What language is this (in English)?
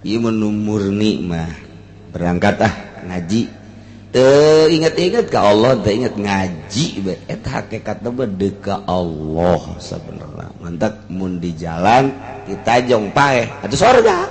Sundanese